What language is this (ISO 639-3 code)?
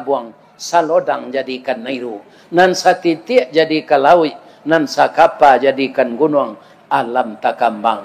min